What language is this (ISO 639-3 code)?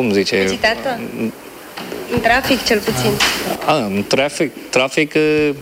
ron